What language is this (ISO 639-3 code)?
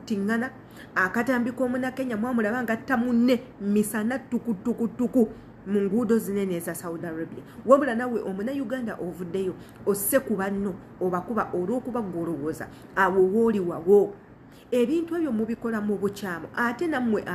lug